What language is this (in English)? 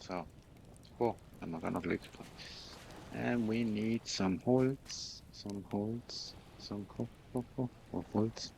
Swiss German